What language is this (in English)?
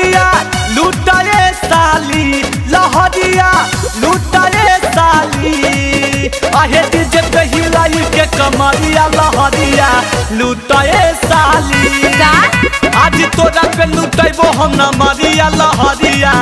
Magahi